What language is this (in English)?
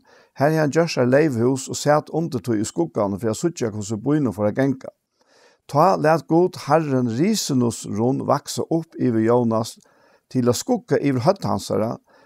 Faroese